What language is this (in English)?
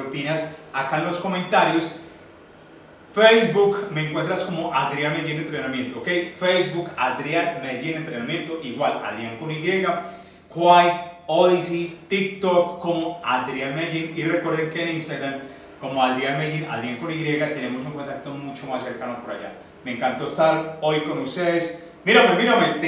Spanish